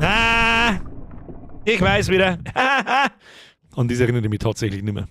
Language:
Bavarian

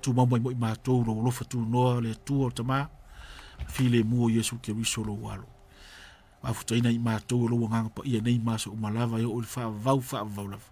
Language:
Samoan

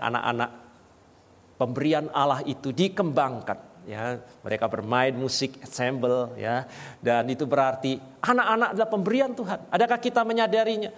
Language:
Indonesian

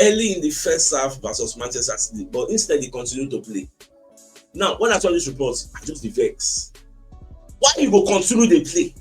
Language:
Nigerian Pidgin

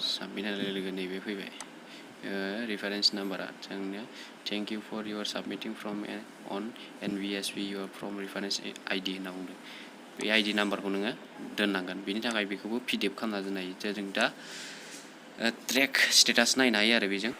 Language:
Bodo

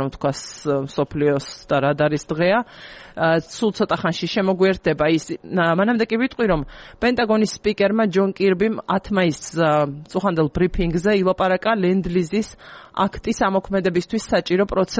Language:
Georgian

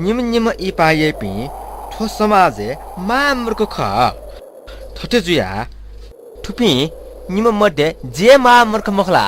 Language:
Newari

